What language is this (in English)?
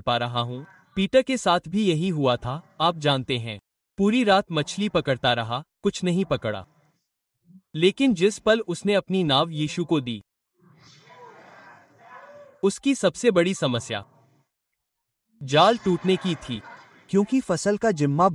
Hindi